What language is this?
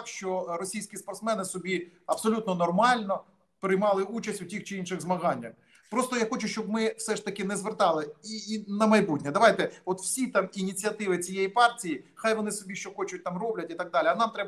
Ukrainian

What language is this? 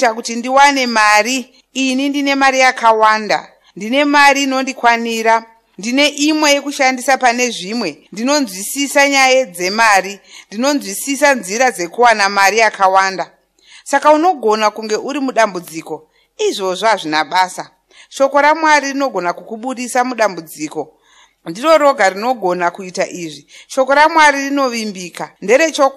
Shona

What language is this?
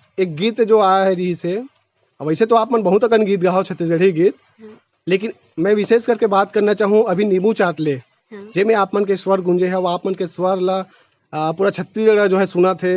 Chhattisgarhi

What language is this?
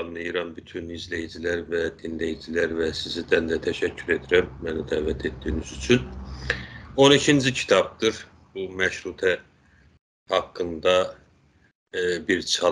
South Azerbaijani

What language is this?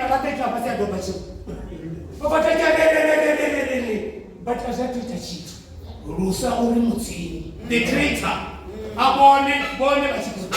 Venda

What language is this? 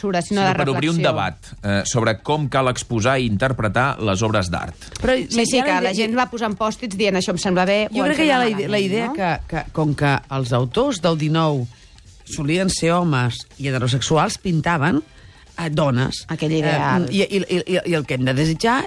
Catalan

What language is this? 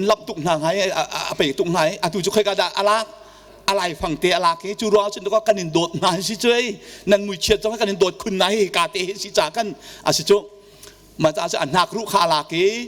Hakha Chin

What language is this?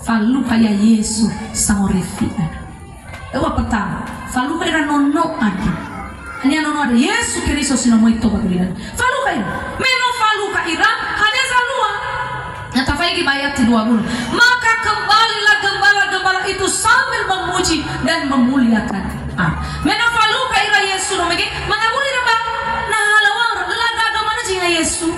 Nias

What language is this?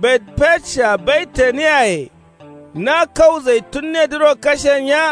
Kanuri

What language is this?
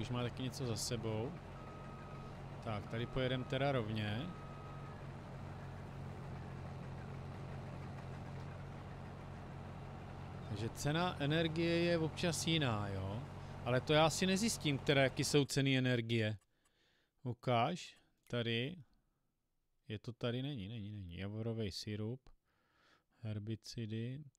Czech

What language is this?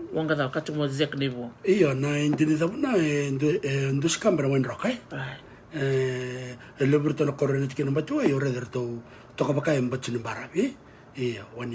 Fijian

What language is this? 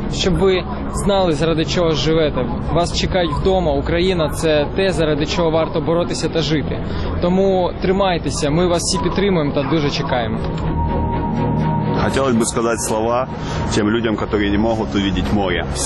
Ukrainian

